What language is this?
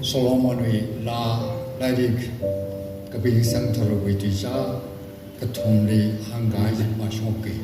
Tangkhul Naga (India)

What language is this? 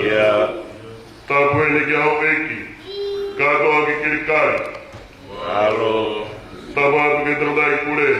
Tongan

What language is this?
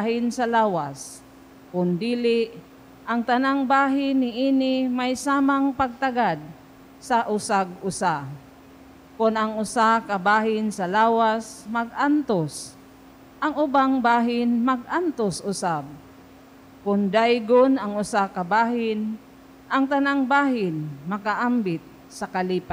Cebuano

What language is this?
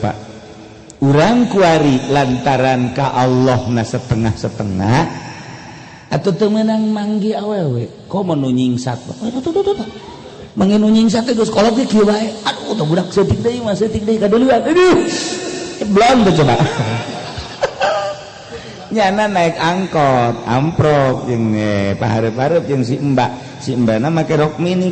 Sundanese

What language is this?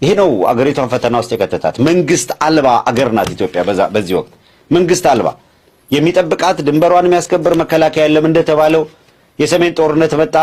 Amharic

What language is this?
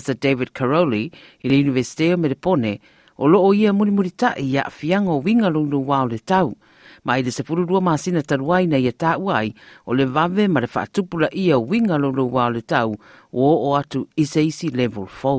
Samoan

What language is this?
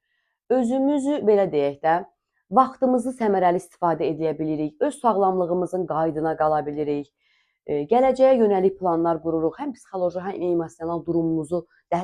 Azerbaijani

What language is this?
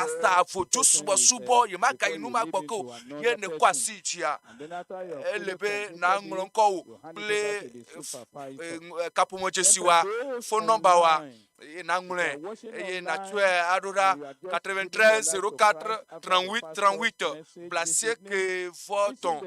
Ewe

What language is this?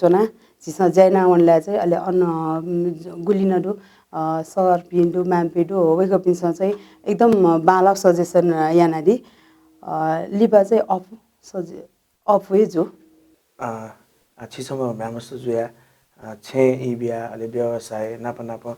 Newari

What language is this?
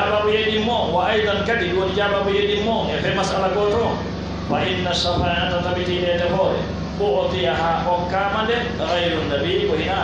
Pular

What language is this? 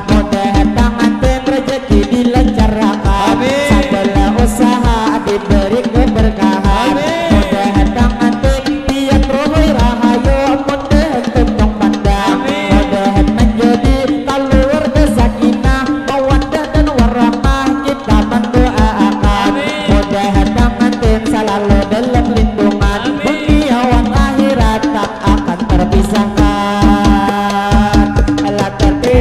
Banjar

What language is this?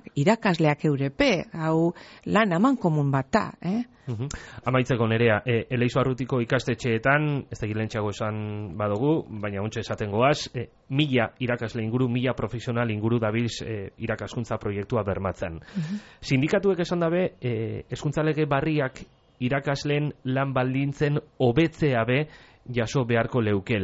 Basque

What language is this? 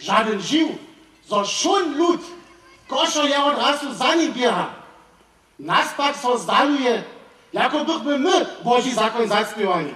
Upper Sorbian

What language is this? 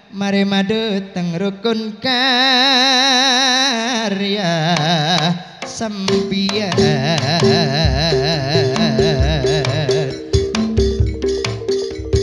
Madurese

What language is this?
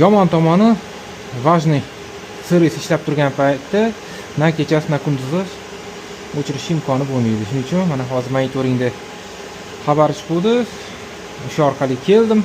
Uzbek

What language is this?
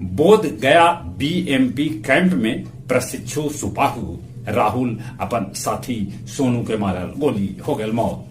Magahi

